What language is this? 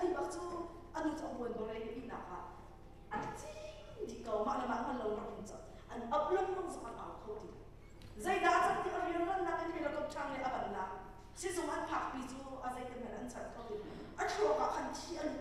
Hakha Chin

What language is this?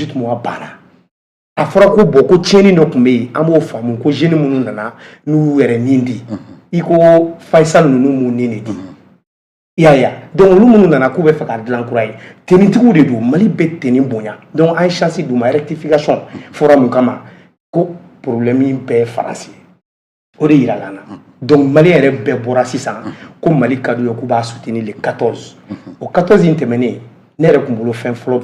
Bambara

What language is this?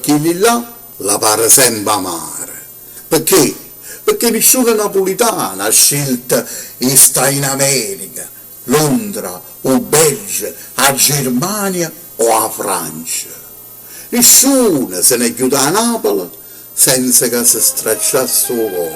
Neapolitan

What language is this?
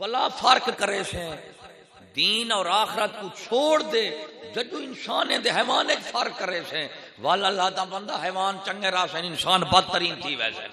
Saraiki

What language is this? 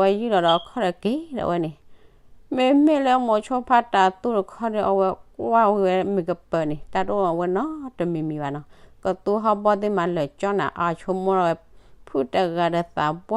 S'gaw Karen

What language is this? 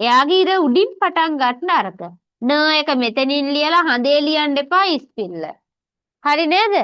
Sinhala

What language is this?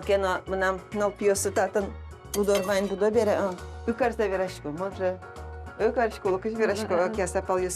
Udmurt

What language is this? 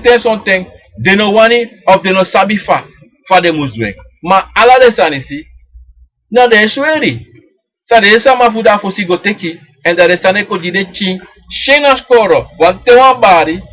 Sranan Tongo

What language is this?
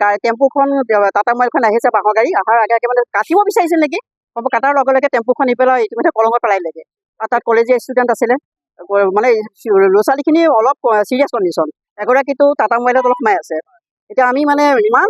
Assamese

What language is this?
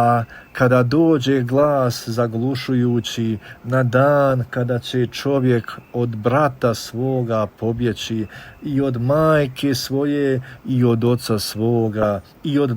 Bosnian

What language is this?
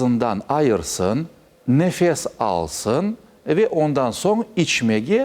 Crimean Tatar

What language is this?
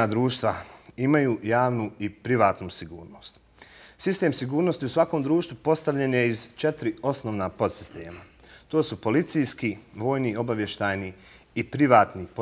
Bosnian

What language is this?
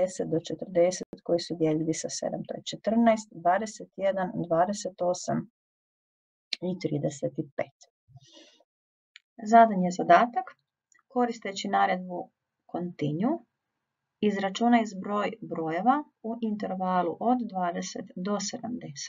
Croatian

